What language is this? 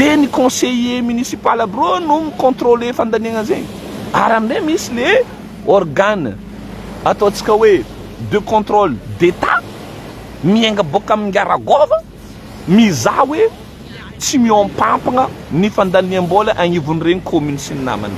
Malagasy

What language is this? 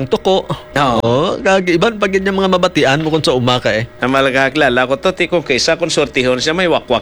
Hiligaynon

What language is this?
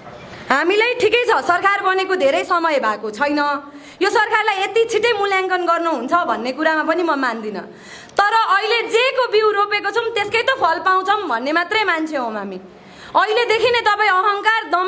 Nepali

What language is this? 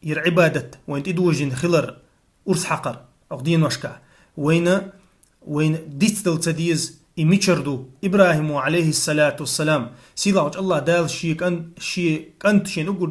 Chechen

